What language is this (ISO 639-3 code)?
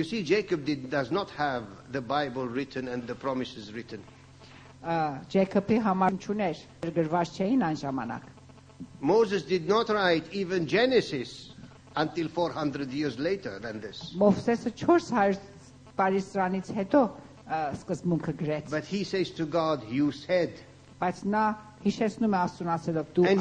hye